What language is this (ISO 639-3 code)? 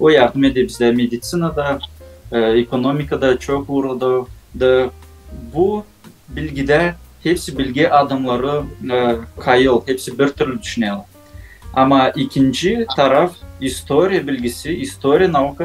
gag